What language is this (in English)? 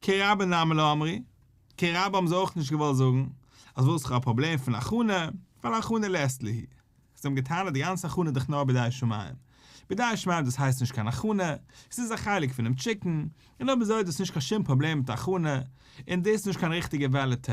Yiddish